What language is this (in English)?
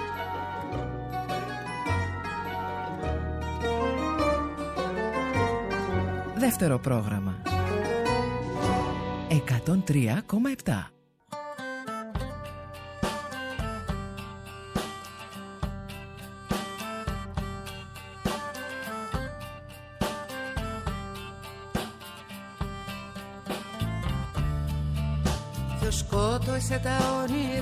Greek